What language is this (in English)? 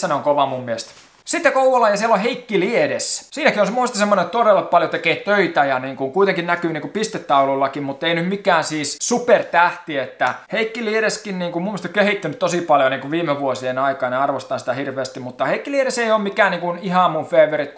Finnish